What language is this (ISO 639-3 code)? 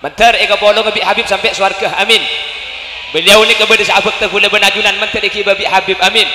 mad